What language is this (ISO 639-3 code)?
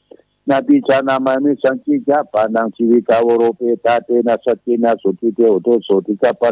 pli